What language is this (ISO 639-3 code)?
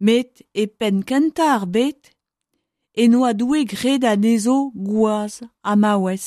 bre